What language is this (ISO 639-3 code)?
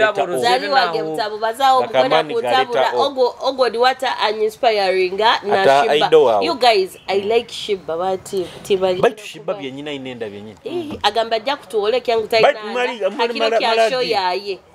nyo